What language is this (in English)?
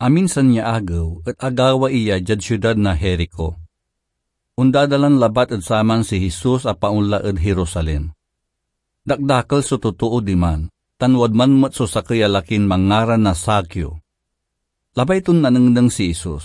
Pangasinan